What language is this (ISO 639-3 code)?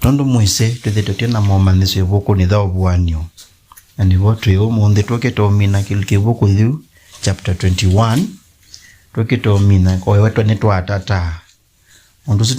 kam